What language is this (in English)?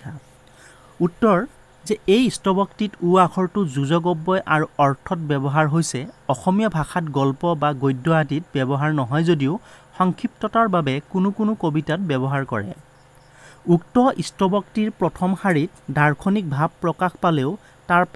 Assamese